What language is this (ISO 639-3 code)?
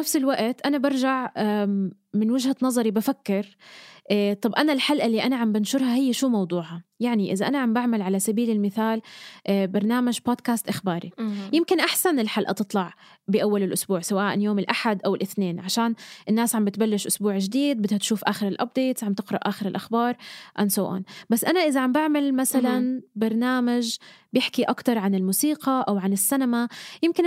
apc